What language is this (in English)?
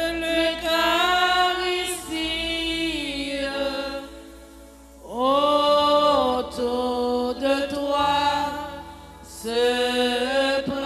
French